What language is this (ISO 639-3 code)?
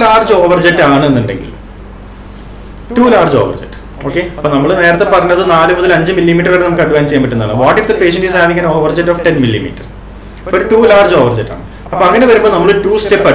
mal